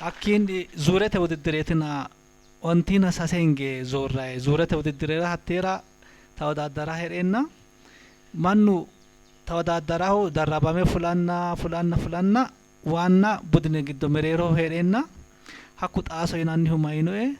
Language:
Sidamo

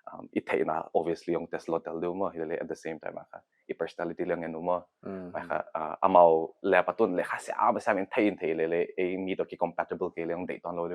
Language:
Paite Chin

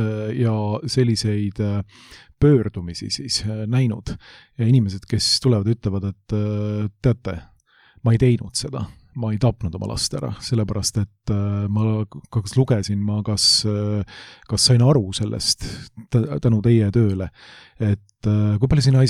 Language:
Estonian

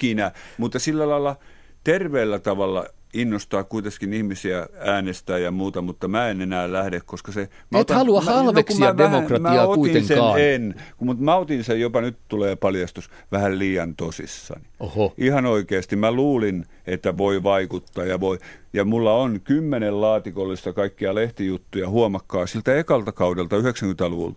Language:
Finnish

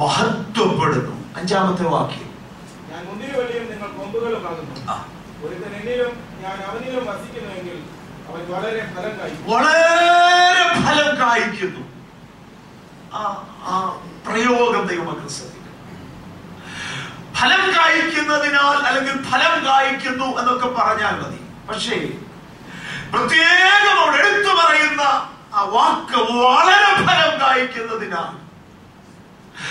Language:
Malayalam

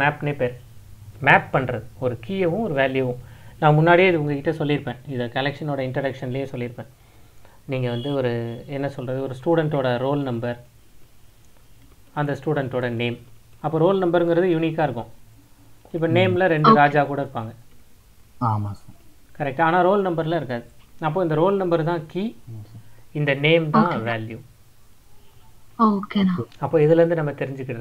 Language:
Tamil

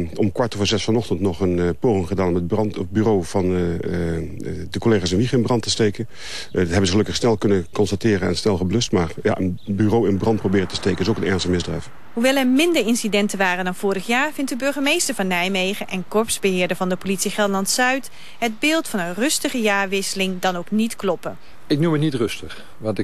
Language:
Dutch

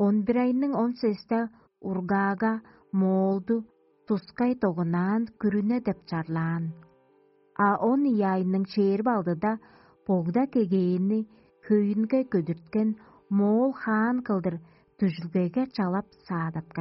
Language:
Tuvinian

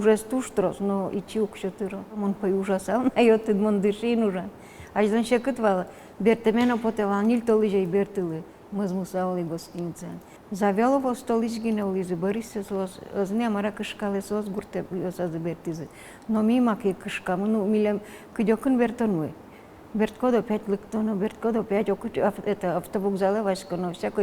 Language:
Udmurt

